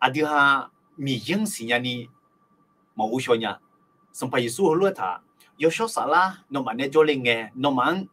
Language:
Akha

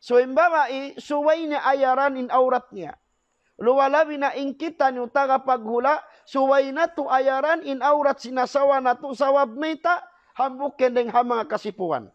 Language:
Tausug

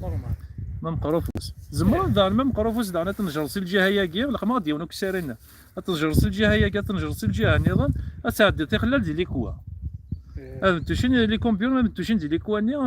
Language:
Kabyle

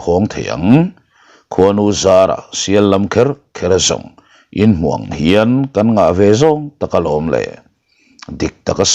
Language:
Mizo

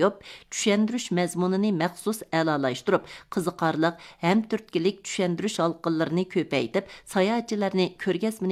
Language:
Uyghur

